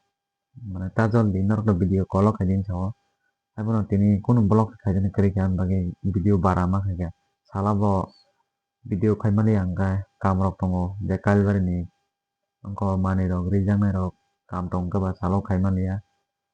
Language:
Kok Borok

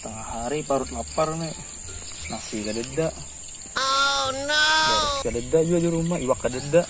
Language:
Banjar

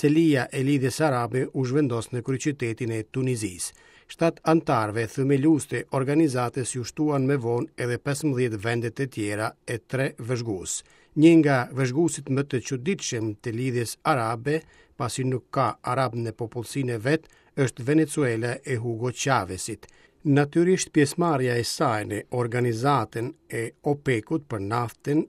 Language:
Albanian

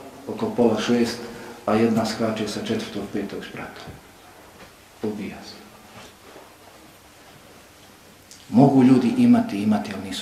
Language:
Bosnian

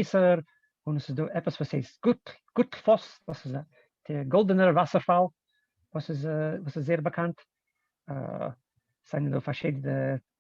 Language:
Yiddish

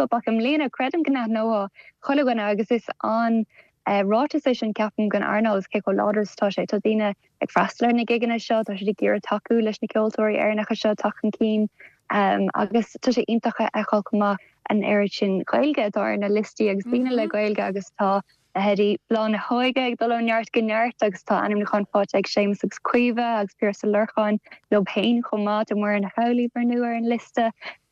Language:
Irish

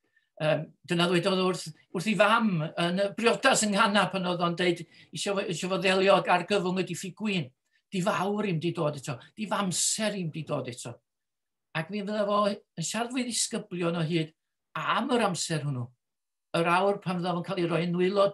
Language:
Welsh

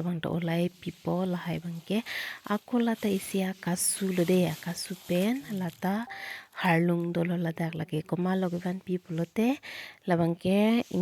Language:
Karbi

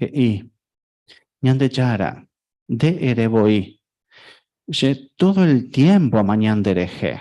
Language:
Guarani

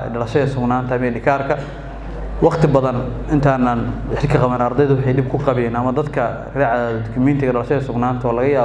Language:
Somali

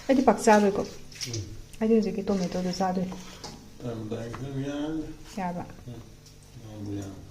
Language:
Manipuri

